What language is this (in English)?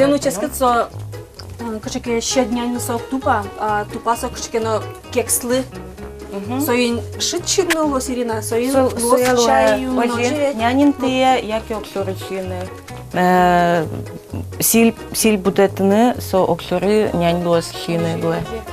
Udmurt